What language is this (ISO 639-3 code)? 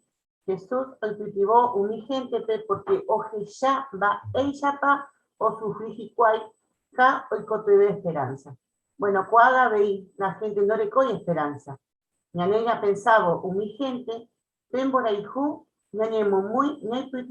grn